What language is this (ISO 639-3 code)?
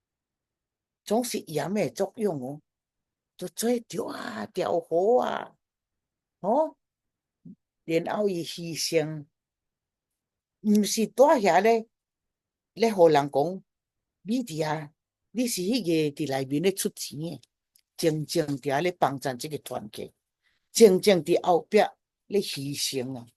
nan